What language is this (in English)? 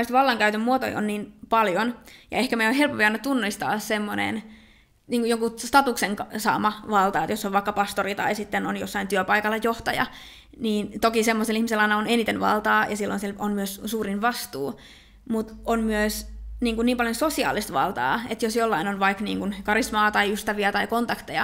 Finnish